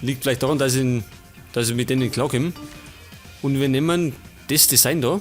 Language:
Bavarian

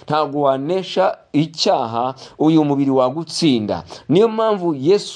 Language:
Kinyarwanda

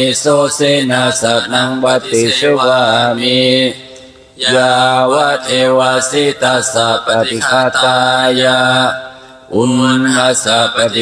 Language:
Pali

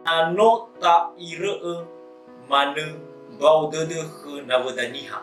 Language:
Nias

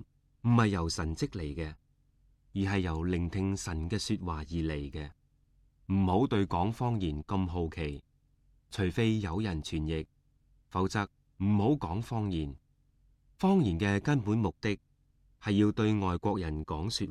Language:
Cantonese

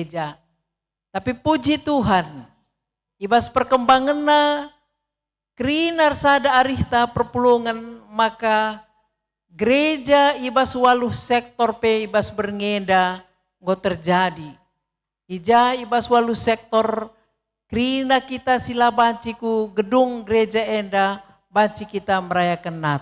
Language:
Batak Karo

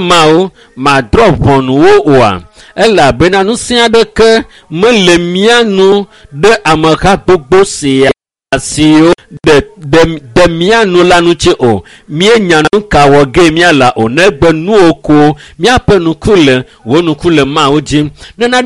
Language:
Ewe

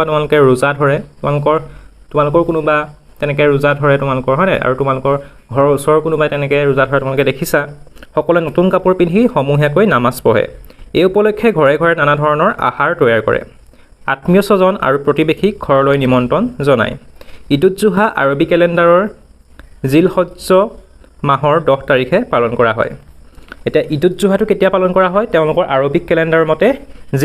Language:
Assamese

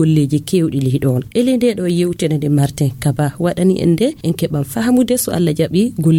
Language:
Fula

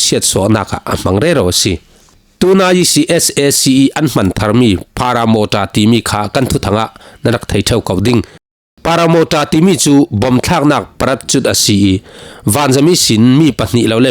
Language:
Falam Chin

